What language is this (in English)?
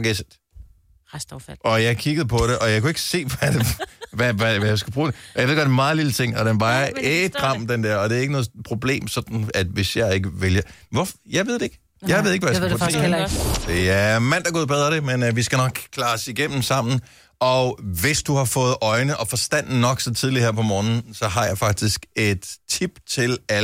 Danish